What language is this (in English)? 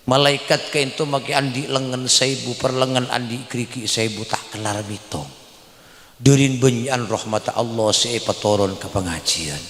Madurese